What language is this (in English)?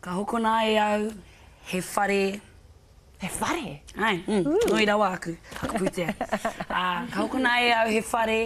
Māori